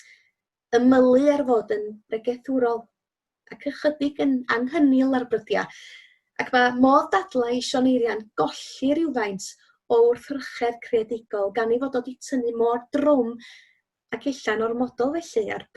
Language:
Welsh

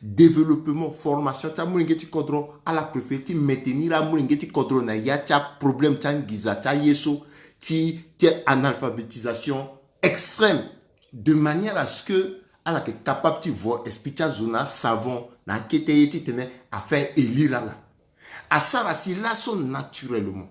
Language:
Sango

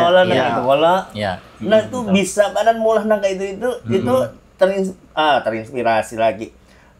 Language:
Banjar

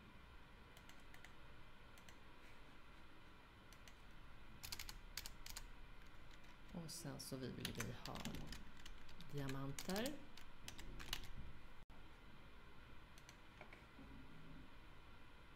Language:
Swedish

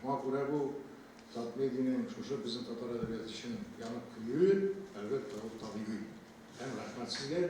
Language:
Tatar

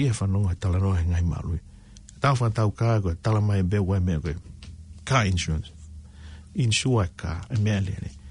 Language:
Tongan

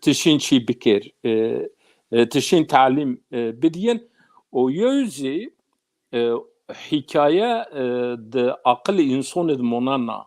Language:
Zaza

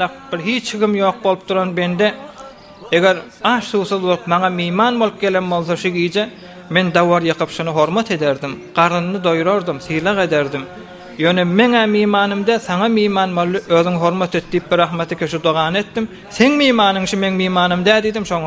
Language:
Turkmen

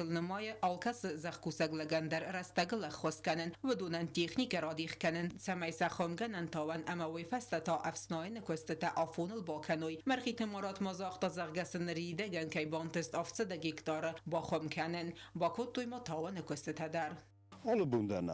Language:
Ossetic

